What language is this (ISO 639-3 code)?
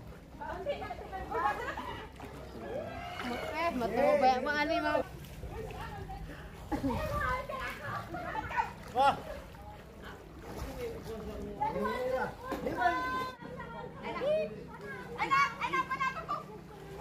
ceb